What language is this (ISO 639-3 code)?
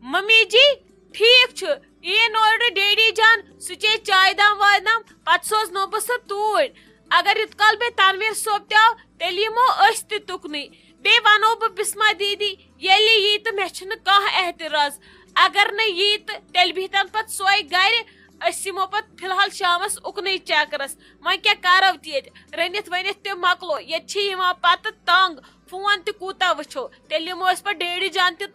kas